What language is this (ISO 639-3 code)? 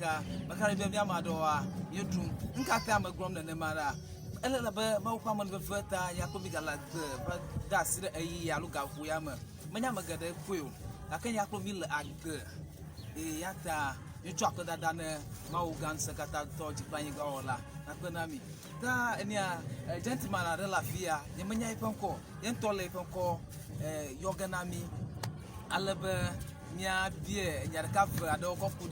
ewe